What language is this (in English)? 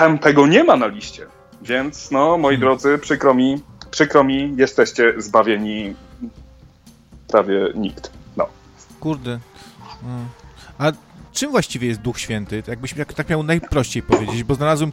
Polish